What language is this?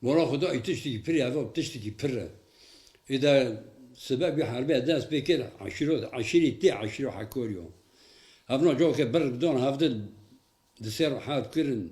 Kurdish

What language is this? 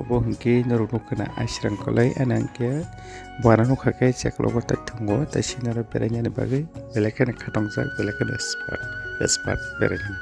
Kok Borok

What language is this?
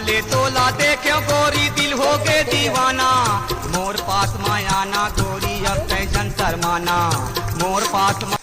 Chhattisgarhi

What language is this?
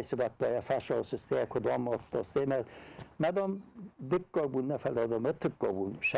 Ossetic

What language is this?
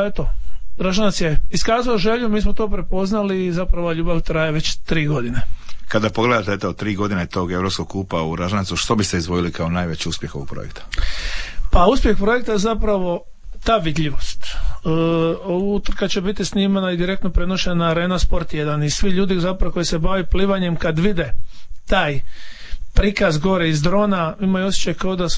Croatian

